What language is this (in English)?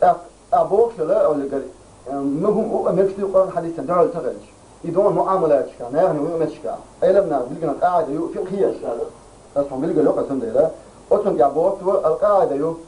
Chechen